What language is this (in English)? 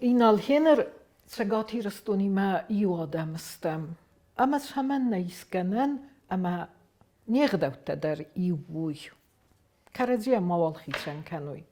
Ossetic